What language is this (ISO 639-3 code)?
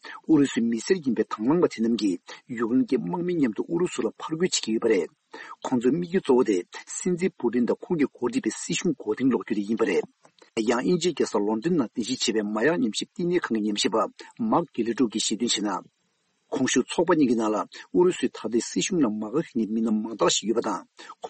bod